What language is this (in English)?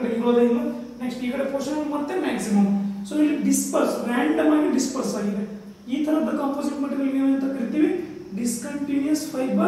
Kannada